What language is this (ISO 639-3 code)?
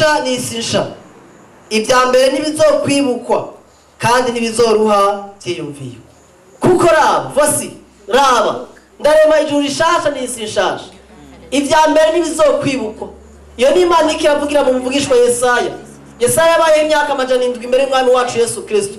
run